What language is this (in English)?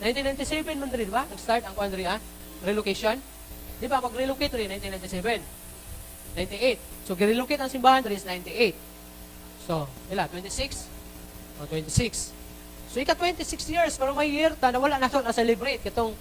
Cebuano